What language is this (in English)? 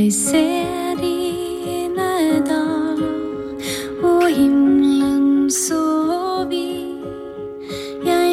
Norwegian